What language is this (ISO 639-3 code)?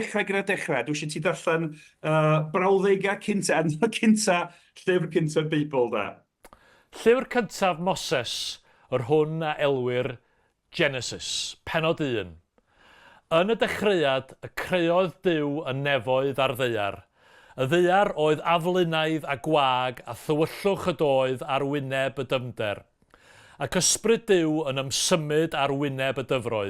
cym